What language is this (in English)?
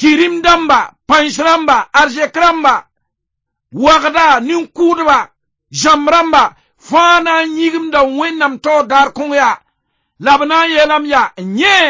Mossi